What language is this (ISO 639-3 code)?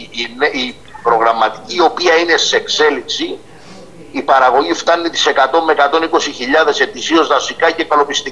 ell